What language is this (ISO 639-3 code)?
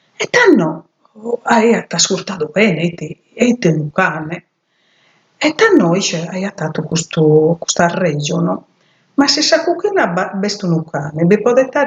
srd